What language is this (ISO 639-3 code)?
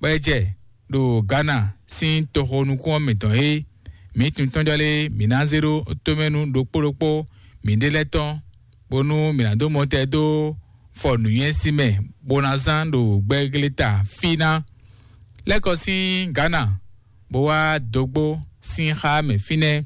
fon